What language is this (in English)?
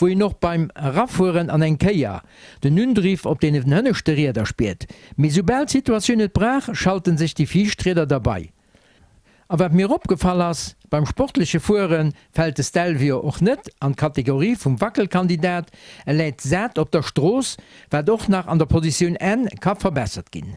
Luxembourgish